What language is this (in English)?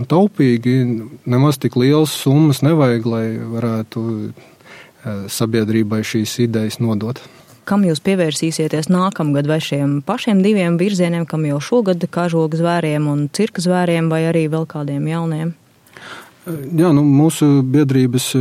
Latvian